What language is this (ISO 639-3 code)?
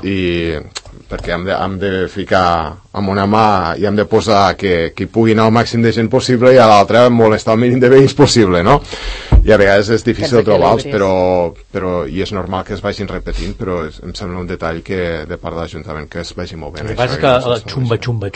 cat